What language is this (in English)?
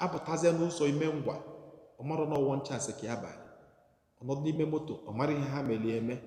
Igbo